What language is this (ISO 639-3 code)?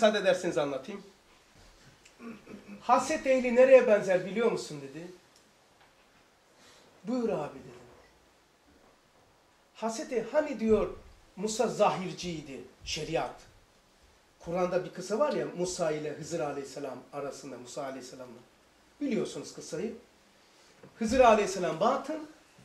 tur